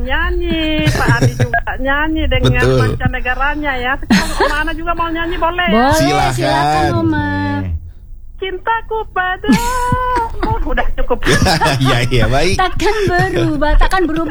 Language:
Indonesian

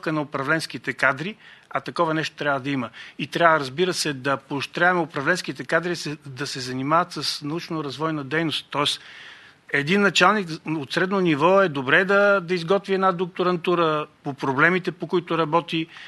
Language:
Bulgarian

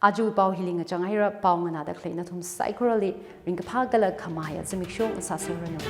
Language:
Tangkhul Naga (India)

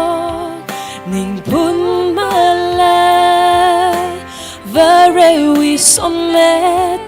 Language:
Tangkhul Naga (India)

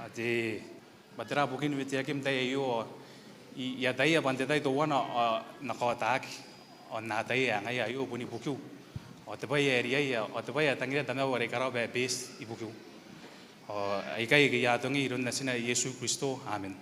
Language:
Gilbertese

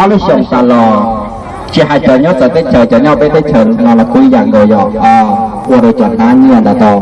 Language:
Hmong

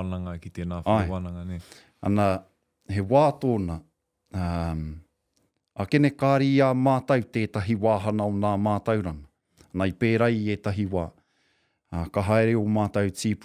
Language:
Māori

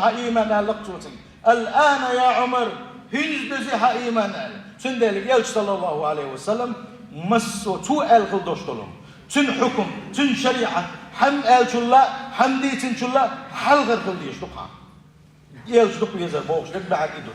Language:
Chechen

